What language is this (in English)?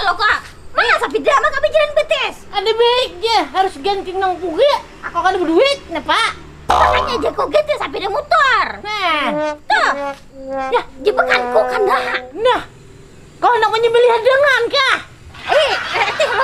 Banjar